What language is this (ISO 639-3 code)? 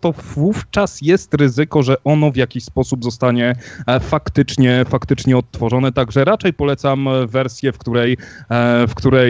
pol